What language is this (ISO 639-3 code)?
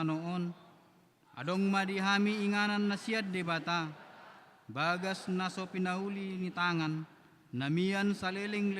bbc